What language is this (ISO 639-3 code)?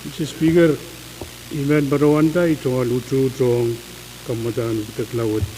pon